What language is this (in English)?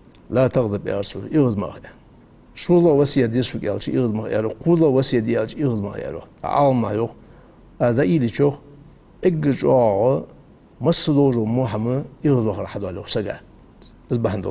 Ingush